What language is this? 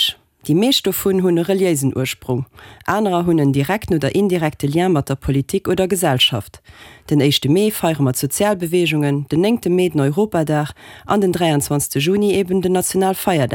Luxembourgish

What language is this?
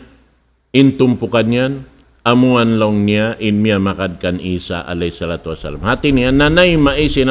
Tausug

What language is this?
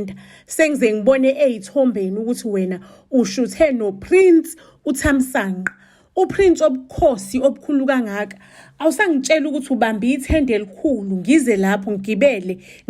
Zulu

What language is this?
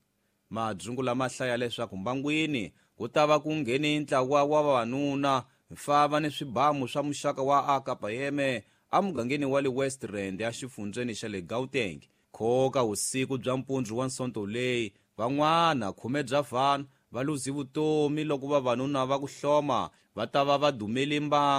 Tsonga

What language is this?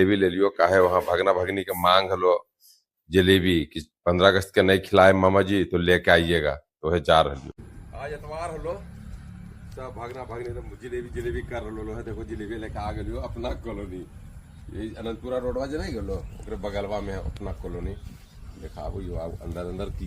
Magahi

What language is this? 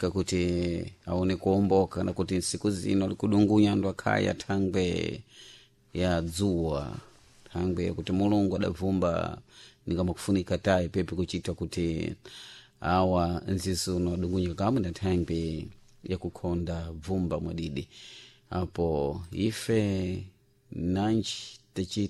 Sena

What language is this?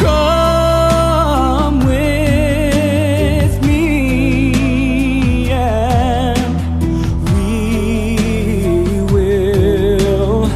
Hakha Chin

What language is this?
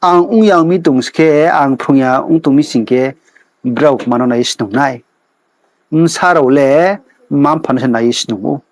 Riang (India)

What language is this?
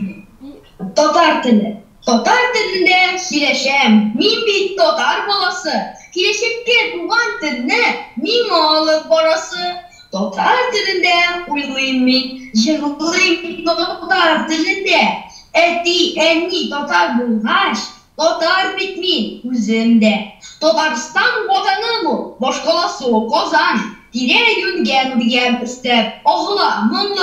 Tatar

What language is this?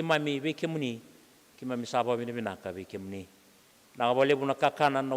Fijian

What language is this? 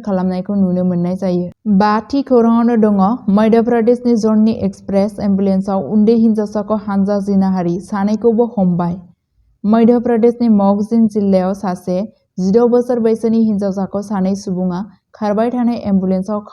Bodo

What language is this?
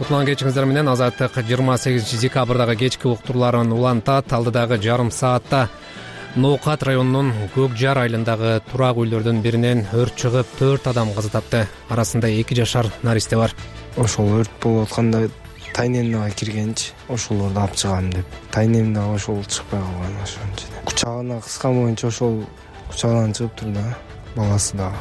Kyrgyz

